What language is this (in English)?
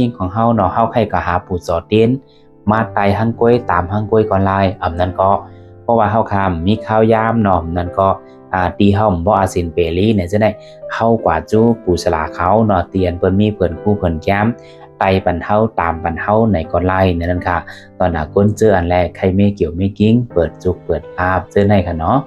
Shan